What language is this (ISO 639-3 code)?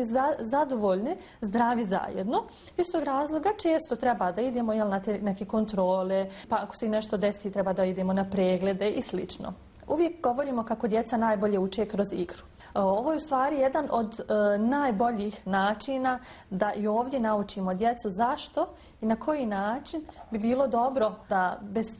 bos